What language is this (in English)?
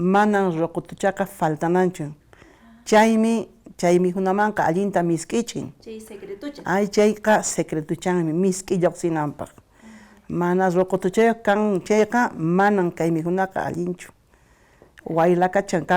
Quechua